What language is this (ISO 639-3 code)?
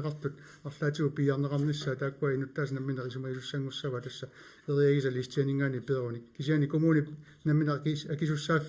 kal